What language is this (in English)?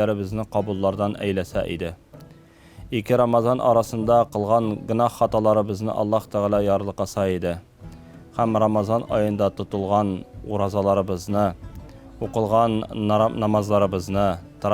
Tatar